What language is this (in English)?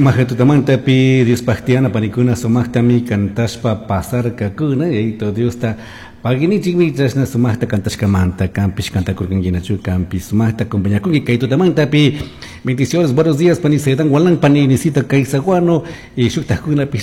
Chimborazo Highland Quichua